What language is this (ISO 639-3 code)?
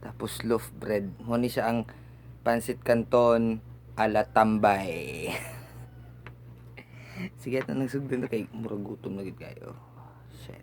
ceb